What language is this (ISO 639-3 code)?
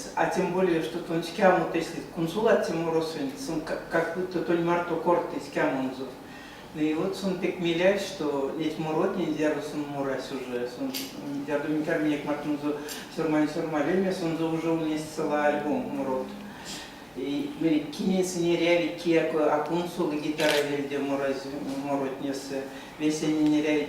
myv